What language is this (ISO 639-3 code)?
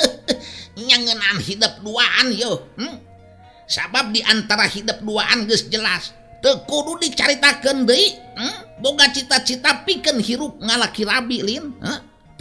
sun